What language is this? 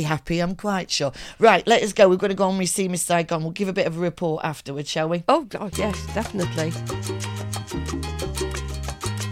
English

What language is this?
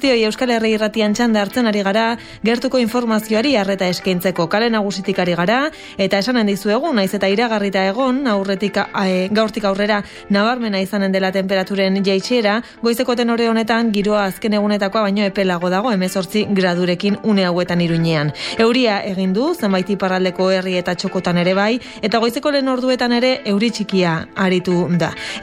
Basque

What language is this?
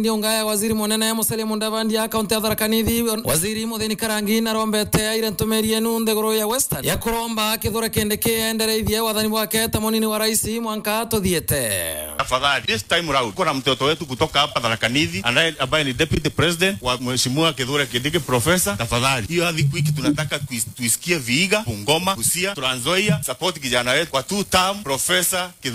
Meru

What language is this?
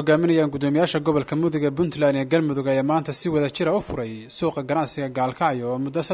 Somali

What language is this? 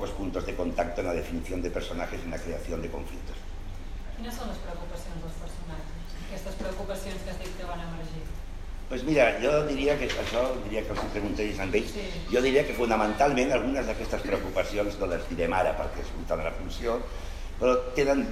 Catalan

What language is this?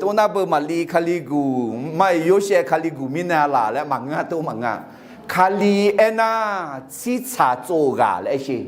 Akha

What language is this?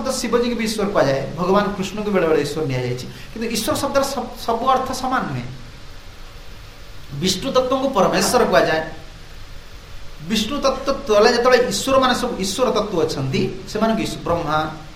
Odia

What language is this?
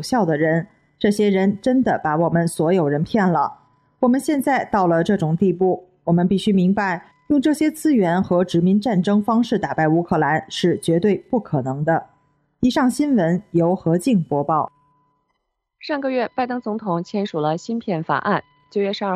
Chinese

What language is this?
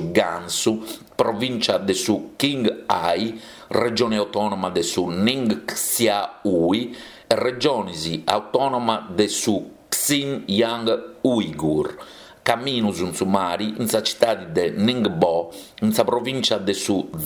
Sardinian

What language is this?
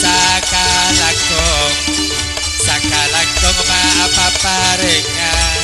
Madurese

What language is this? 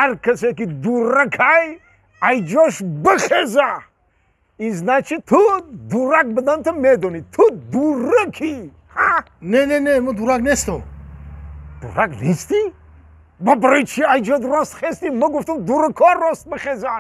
Tajik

